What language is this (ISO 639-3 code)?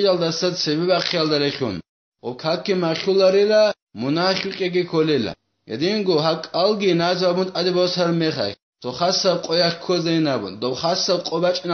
ava